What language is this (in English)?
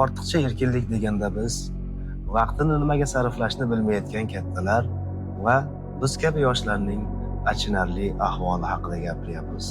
Uzbek